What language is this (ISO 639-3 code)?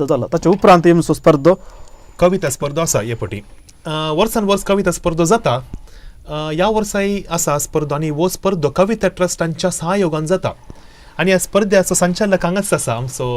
kok